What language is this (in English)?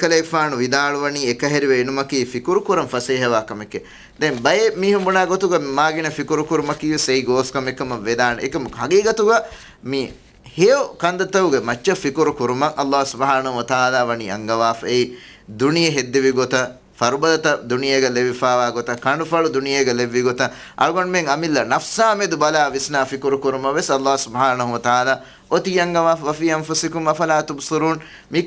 Divehi